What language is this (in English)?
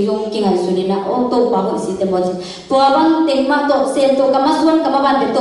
Tedim Chin